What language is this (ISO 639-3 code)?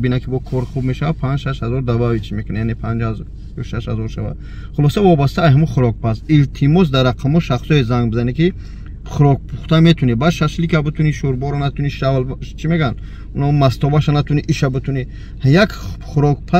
tgk